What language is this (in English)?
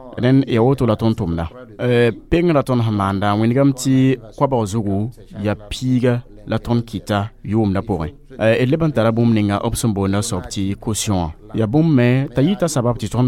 Mossi